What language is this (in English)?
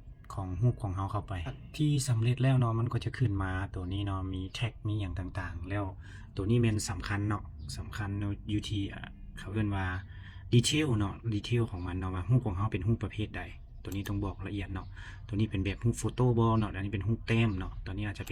Lao